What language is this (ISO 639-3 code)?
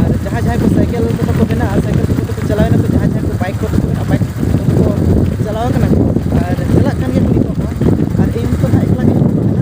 sat